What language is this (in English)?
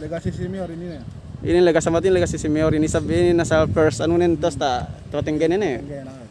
Yakan